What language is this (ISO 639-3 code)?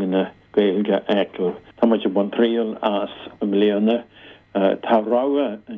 gle